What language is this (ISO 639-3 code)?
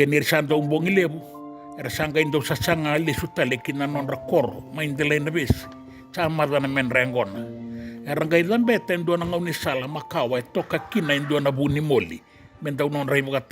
fij